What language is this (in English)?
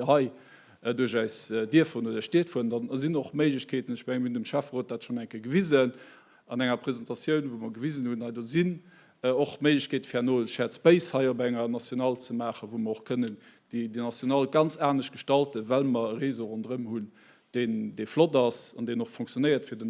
Luxembourgish